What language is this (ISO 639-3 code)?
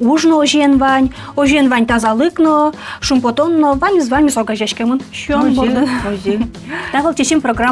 udm